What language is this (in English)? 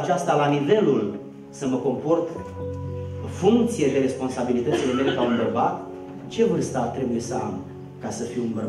Romanian